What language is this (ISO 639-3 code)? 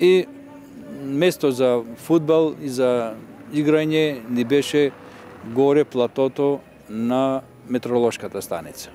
mkd